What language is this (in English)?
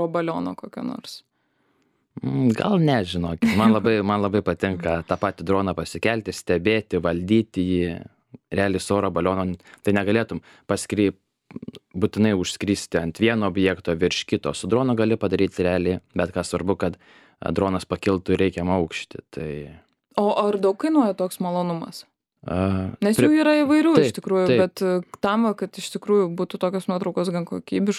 Lithuanian